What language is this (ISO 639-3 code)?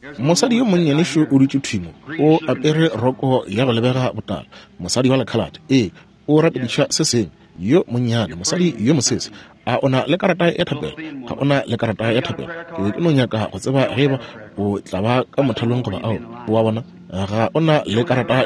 nso